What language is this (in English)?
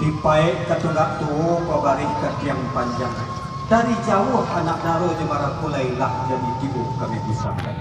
Minangkabau